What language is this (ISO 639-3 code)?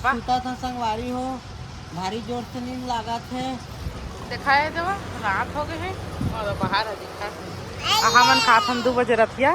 hne